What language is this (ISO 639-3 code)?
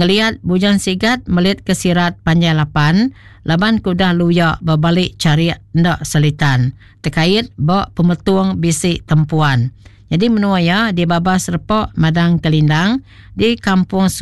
iba